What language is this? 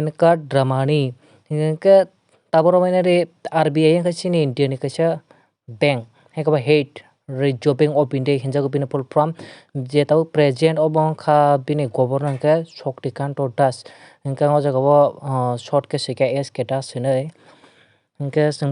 Kok Borok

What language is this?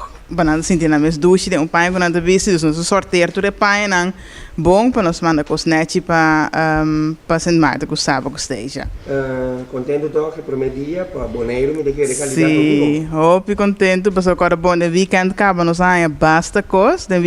Papiamento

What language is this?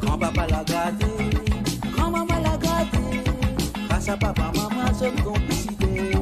Morisyen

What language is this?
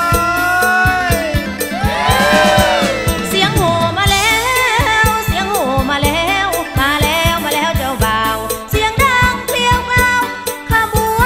Thai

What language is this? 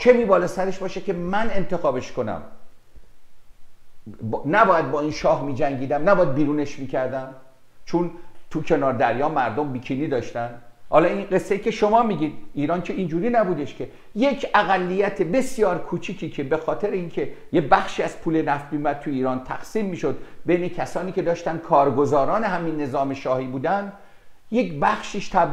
Persian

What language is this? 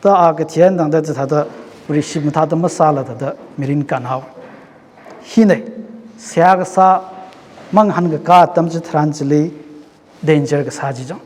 Tangkhul Naga (India)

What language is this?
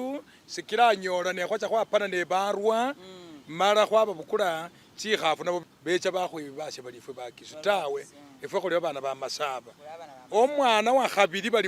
Masaaba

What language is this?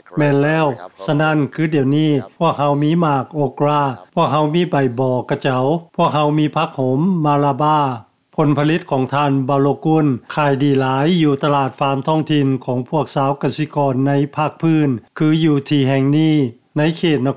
Lao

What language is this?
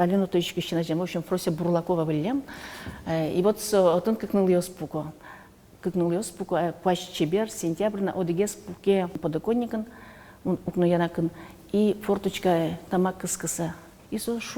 Udmurt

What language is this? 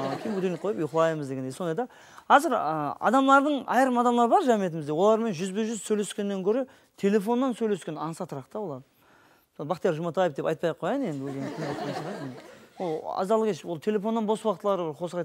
Kara-Kalpak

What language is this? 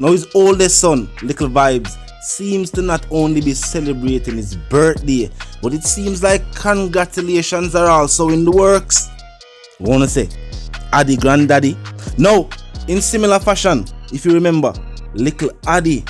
Jamaican Creole English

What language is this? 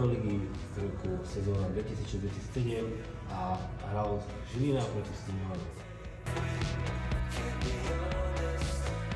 Slovak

